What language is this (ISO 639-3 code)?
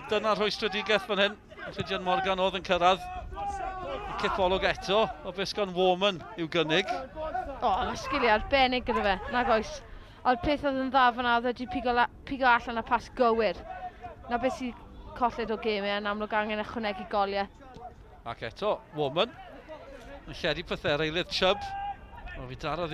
cym